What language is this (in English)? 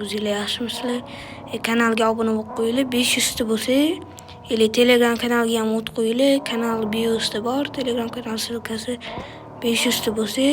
Uzbek